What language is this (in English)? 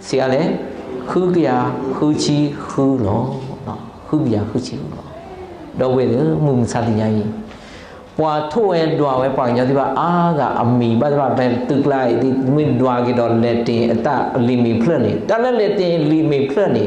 S'gaw Karen